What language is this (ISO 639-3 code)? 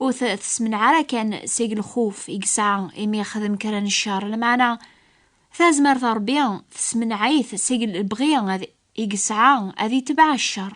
kab